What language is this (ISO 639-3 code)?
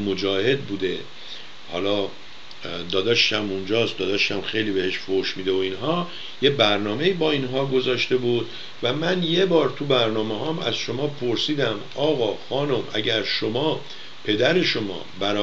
fas